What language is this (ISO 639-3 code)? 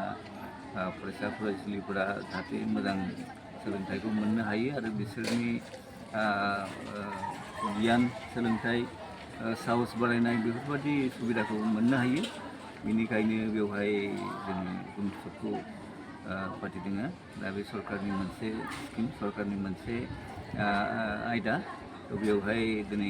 brx